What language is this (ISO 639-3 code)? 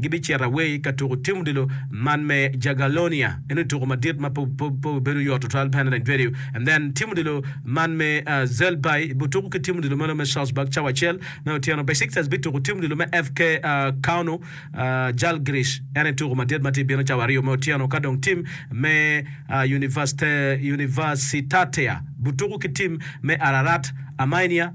ach